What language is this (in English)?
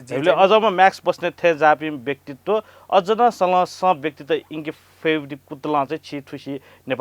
Newari